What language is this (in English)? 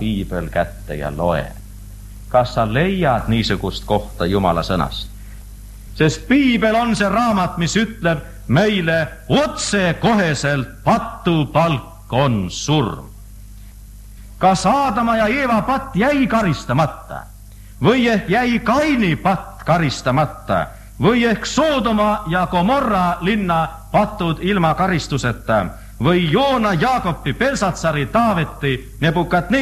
Estonian